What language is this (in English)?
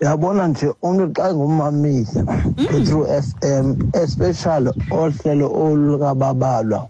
Xhosa